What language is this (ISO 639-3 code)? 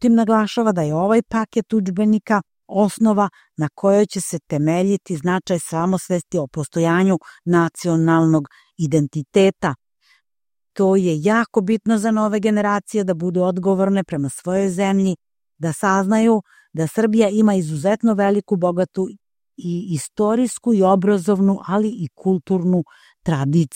srp